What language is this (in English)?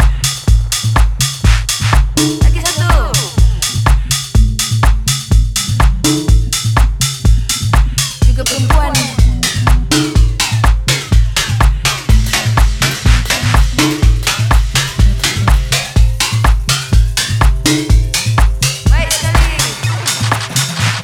Malay